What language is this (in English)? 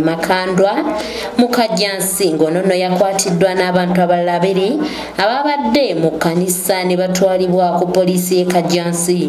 Ganda